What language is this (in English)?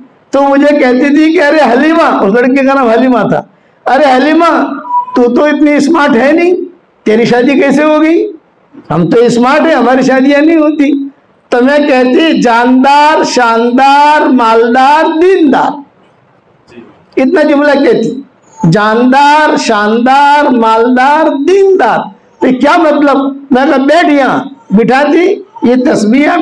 Urdu